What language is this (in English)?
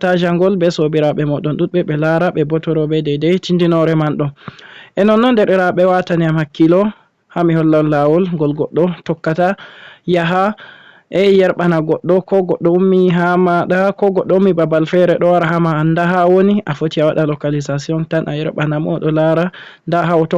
Fula